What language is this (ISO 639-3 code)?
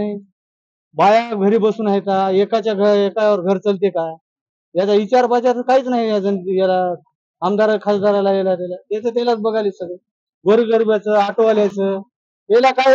mar